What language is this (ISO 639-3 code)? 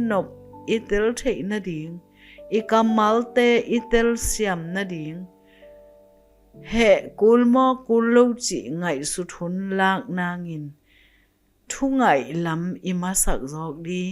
ctd